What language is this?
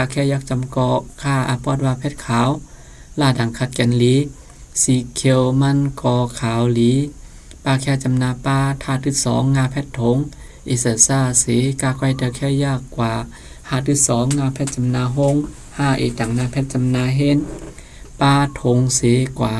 Shan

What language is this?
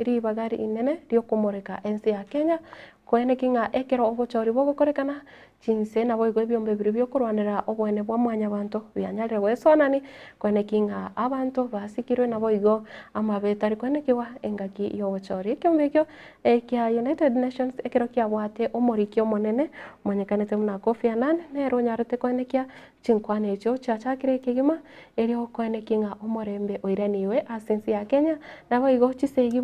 Gusii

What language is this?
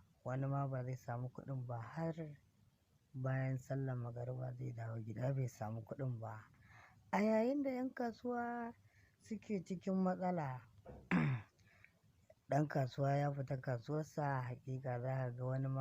Hausa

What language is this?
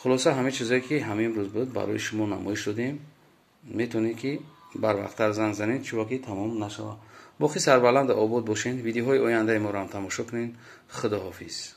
Tajik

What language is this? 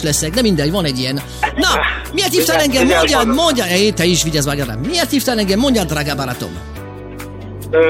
Hungarian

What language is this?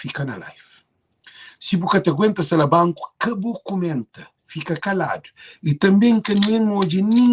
Kabuverdianu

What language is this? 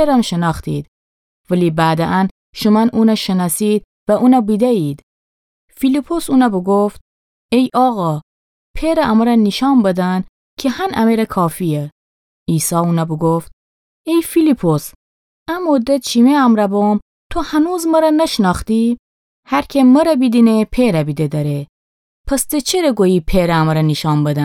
Gilaki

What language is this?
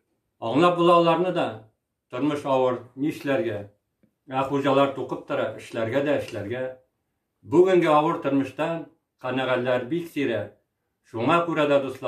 Tatar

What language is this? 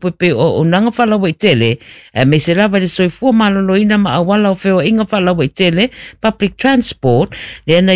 Samoan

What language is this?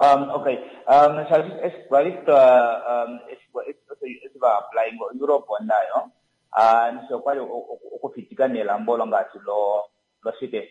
Kuanyama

